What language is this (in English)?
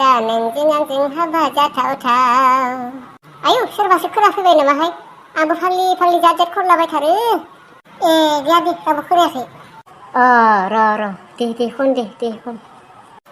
Bodo